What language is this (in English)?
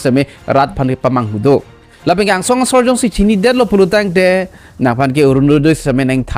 Karbi